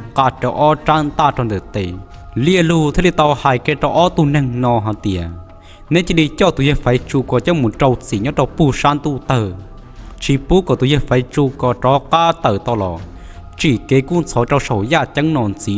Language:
Hmong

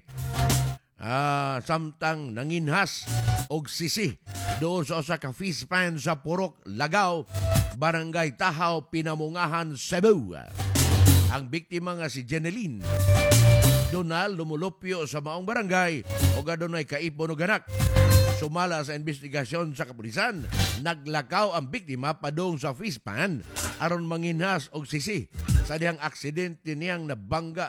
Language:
Cebuano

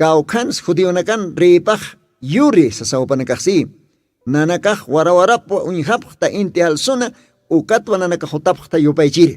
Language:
Aymara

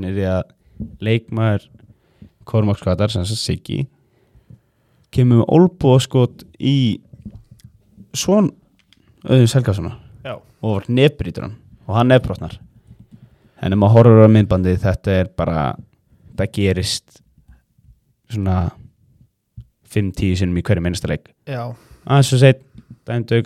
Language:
Icelandic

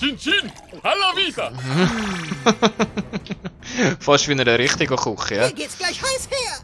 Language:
Swiss German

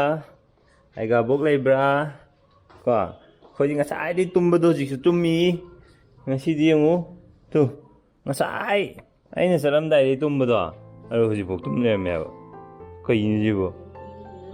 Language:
Manipuri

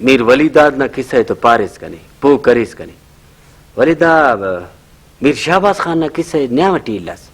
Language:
Brahui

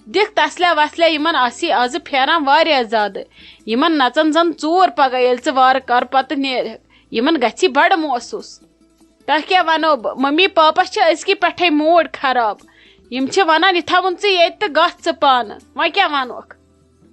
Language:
Kashmiri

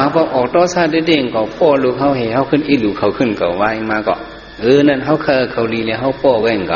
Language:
Shan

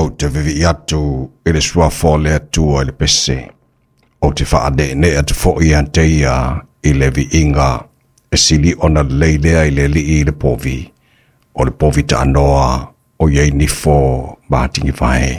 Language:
Samoan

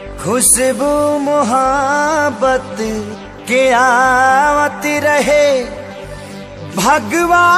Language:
Bhojpuri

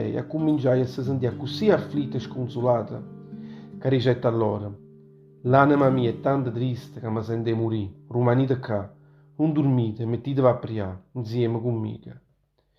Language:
Neapolitan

